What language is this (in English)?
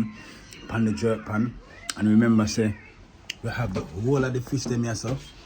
Jamaican Creole English